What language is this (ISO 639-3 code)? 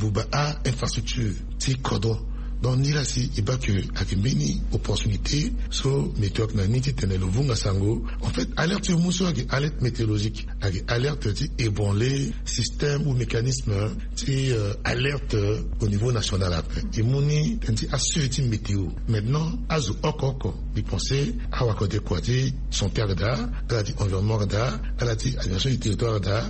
sag